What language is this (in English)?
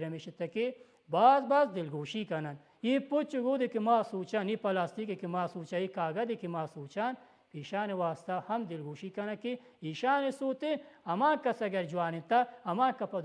Baluchi